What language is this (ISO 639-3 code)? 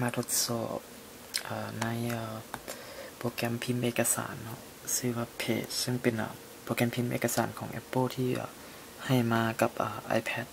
lao